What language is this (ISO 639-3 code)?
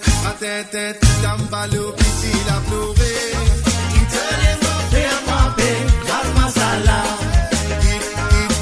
mfe